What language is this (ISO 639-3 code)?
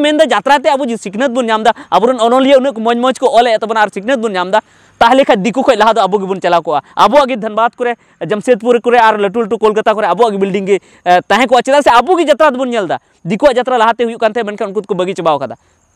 sat